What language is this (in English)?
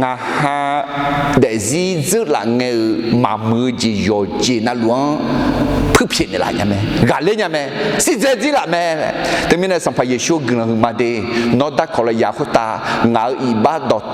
Akha